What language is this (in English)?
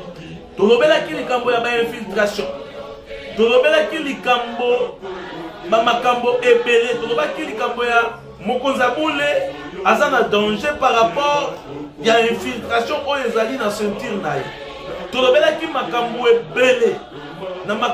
Lingala